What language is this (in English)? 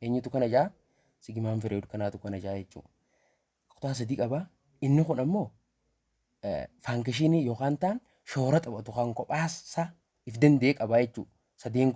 Oromo